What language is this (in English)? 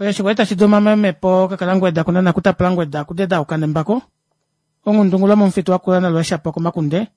Kuanyama